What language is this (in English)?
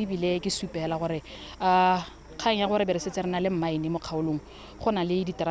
Tswana